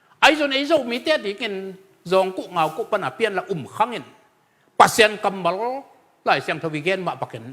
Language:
Tedim Chin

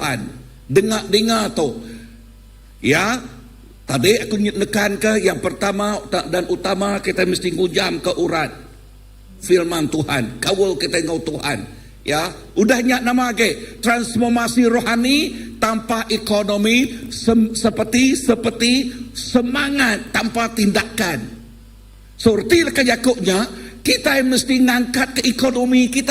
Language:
Iban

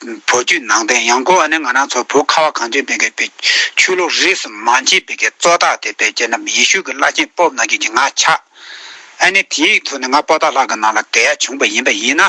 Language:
Tibetan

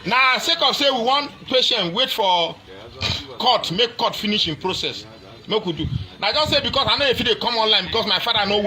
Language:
Nigerian Pidgin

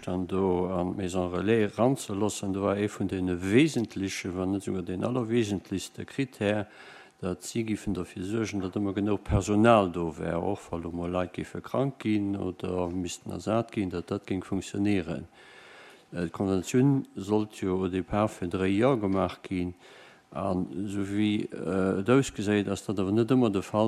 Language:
Luxembourgish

